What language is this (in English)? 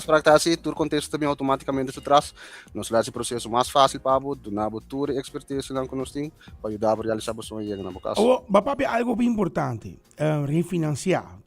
Papiamento